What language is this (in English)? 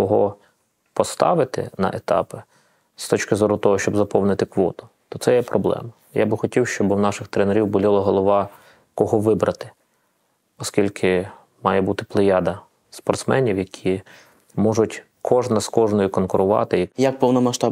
Ukrainian